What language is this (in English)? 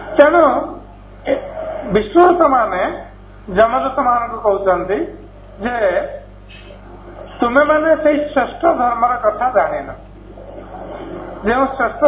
Odia